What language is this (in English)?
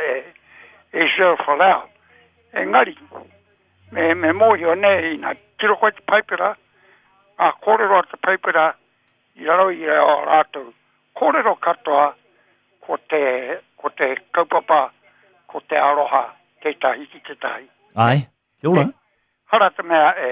Māori